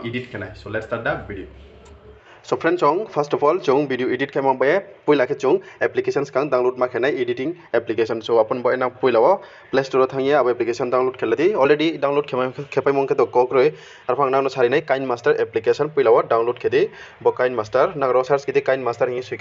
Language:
Riang (India)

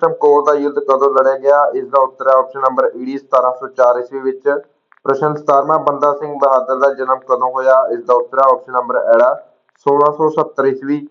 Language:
Punjabi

